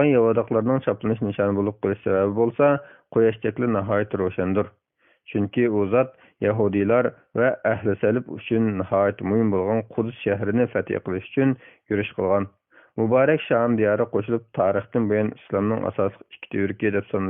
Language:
Uyghur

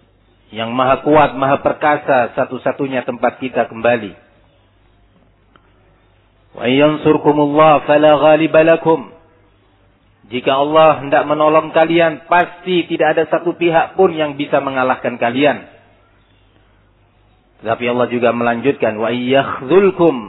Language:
Indonesian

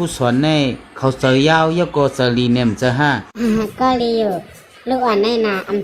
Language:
Shan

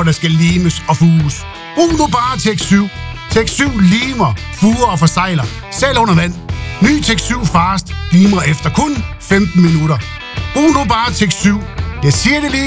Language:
Danish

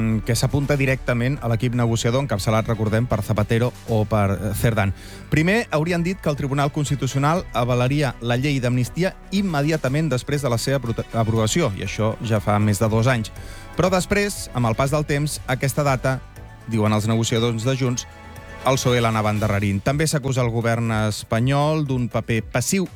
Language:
Catalan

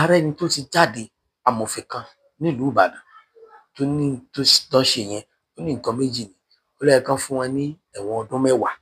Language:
Yoruba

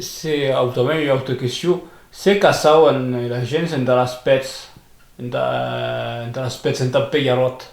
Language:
Occitan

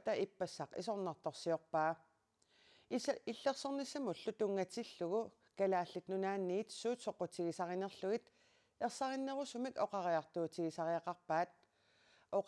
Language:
Kalaallisut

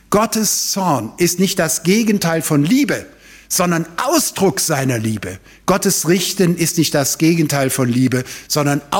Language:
German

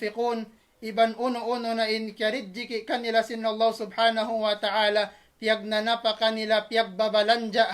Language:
Tausug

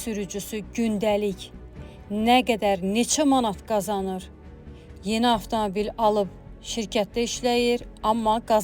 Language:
Azerbaijani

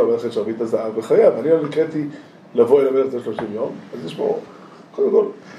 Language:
Hebrew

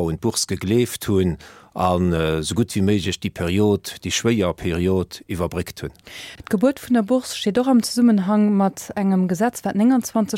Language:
Luxembourgish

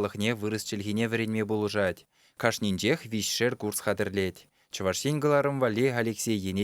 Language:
Chuvash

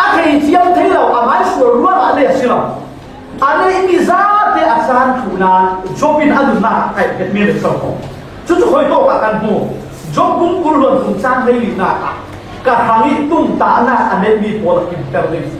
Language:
Falam Chin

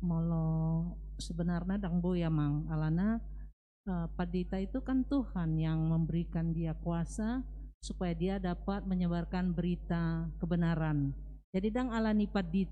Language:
Batak Toba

